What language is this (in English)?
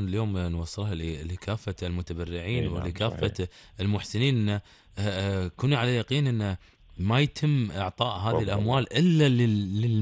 Gulf Arabic